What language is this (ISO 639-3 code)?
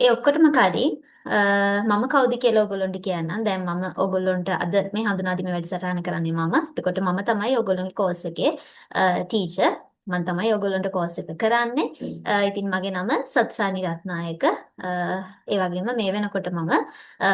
sin